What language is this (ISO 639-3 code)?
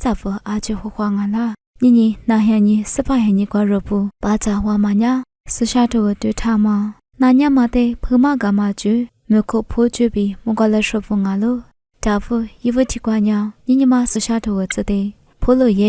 lis